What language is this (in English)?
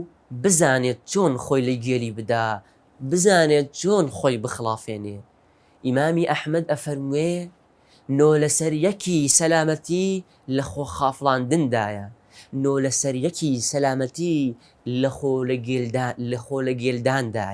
Central Kurdish